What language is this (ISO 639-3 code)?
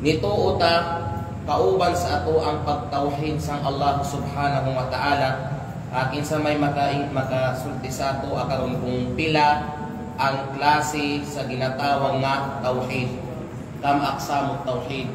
kqe